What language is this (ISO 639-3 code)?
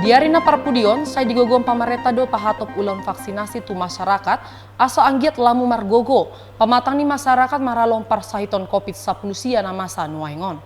bbc